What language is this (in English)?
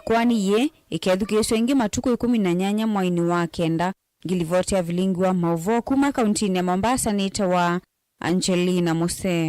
Kamba